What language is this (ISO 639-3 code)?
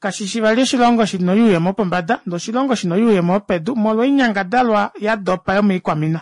kua